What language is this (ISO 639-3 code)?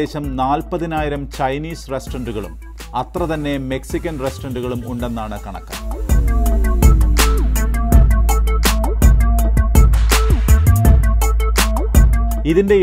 mal